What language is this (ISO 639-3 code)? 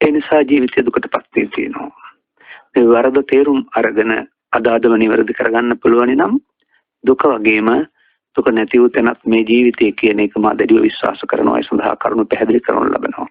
sin